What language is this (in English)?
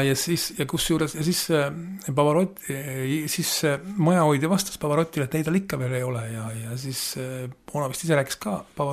Estonian